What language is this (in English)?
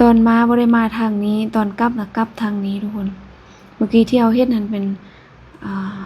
Lao